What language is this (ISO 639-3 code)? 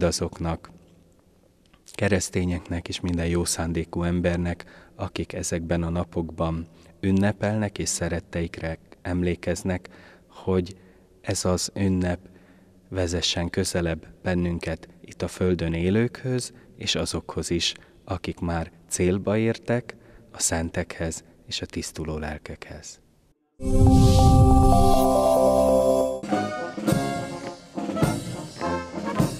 hun